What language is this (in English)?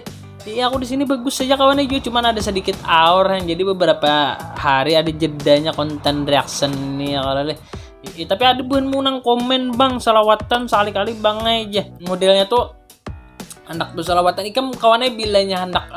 Banjar